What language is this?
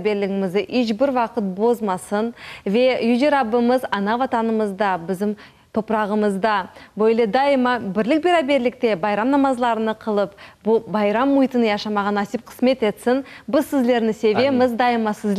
Crimean Tatar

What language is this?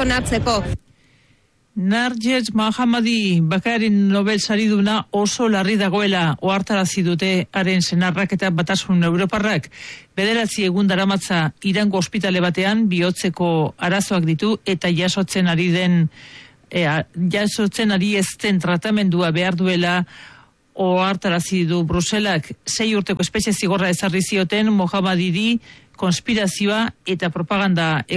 Basque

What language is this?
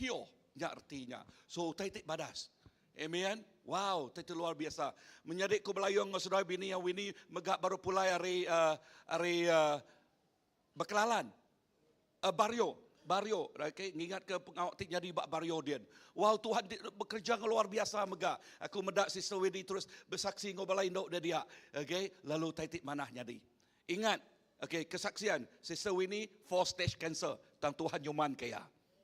Iban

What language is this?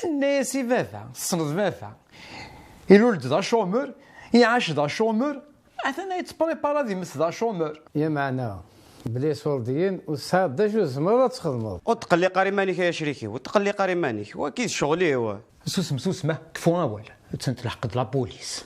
Kabyle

